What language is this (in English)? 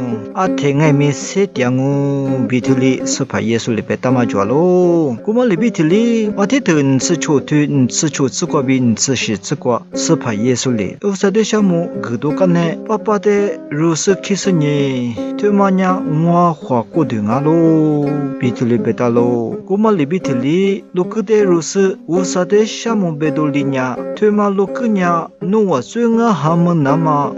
Lisu